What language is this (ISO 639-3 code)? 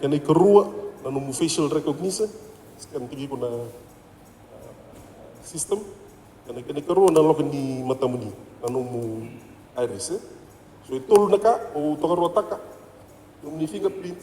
fij